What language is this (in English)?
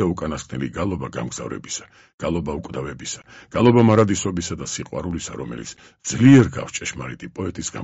Georgian